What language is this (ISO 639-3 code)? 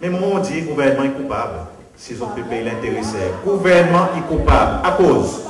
crs